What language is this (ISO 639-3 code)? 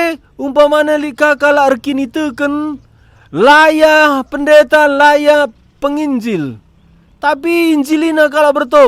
btx